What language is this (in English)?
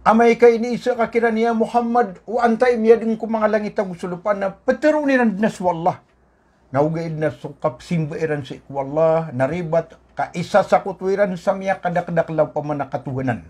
Maranao